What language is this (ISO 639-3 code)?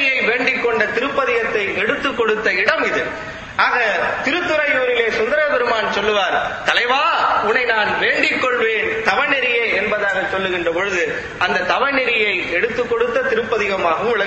tam